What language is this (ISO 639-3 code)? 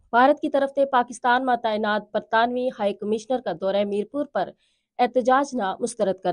gju